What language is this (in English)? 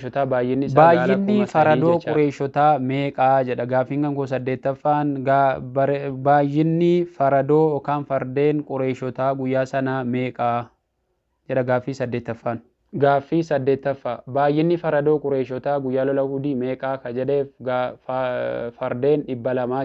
Oromo